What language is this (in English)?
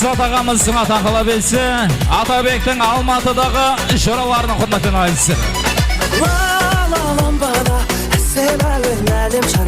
Kara-Kalpak